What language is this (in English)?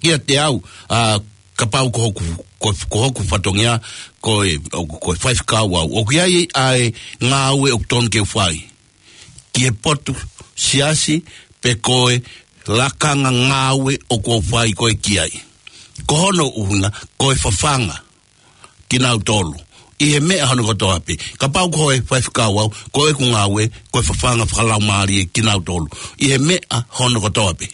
Tongan